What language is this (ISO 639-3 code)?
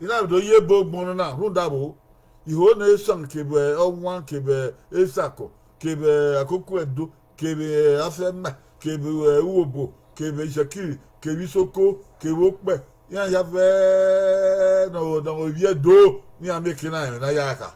bin